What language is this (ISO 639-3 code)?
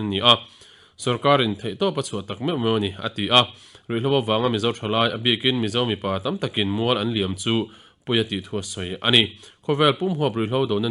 lus